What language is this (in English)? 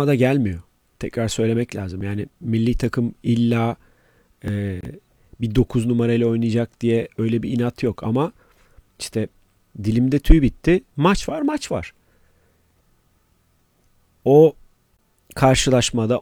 Turkish